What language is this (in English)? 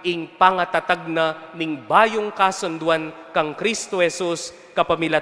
Pampanga